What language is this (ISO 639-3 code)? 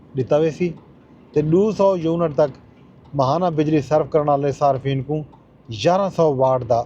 skr